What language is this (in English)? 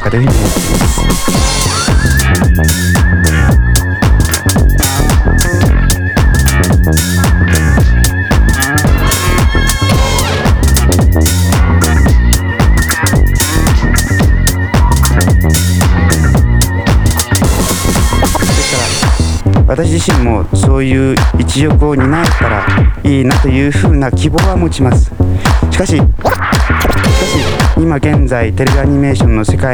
Japanese